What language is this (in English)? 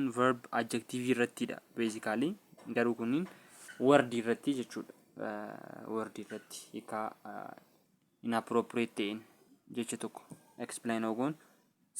Oromo